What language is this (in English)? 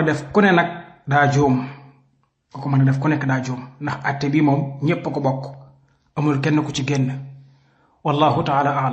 Wolof